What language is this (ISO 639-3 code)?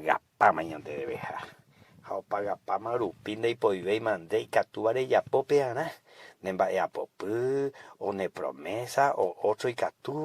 grn